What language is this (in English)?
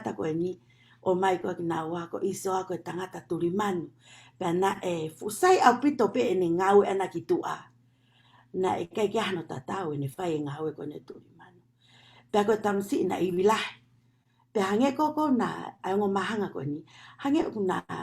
Tongan